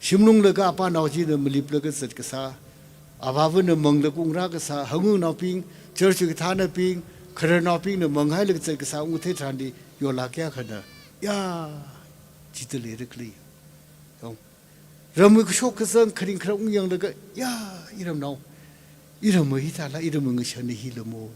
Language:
Tangkhul Naga (India)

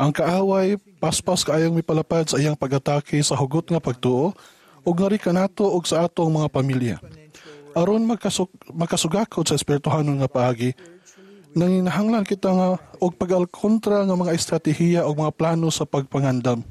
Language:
Cebuano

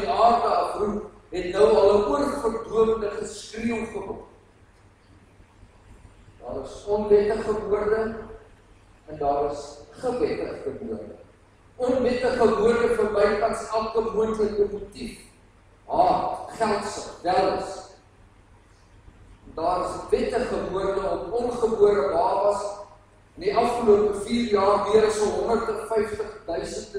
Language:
Afrikaans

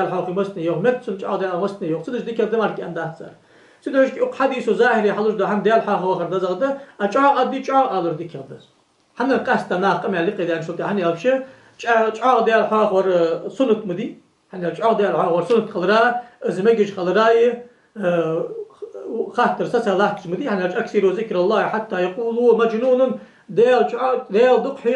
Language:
Ingush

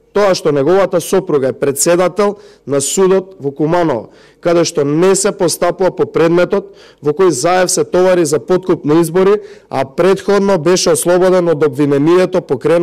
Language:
Macedonian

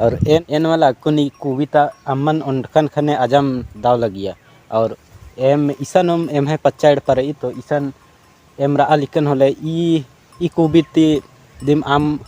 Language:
Kurukh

